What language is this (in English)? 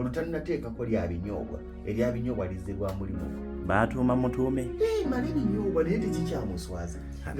Ganda